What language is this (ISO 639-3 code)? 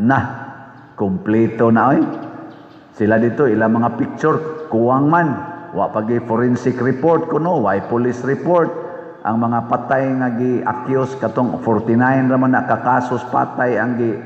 ceb